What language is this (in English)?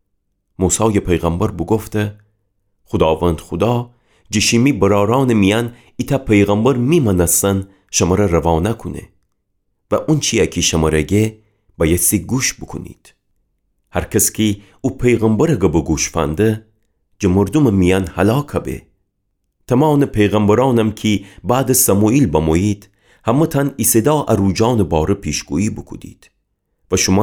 Gilaki